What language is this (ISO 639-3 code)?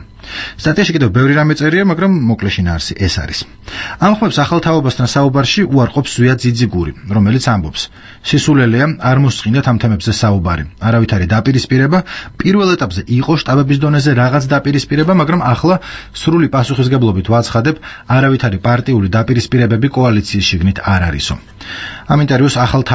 kat